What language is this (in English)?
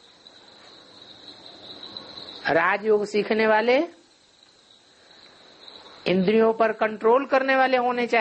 Hindi